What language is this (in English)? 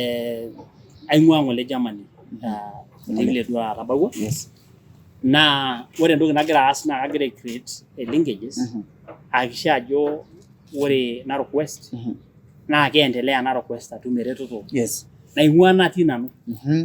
Masai